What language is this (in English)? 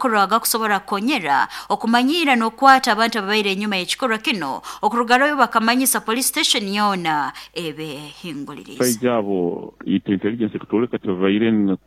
Nyoro